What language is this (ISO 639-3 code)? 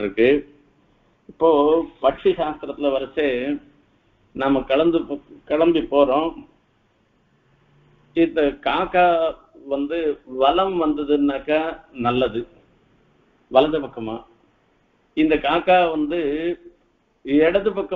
tam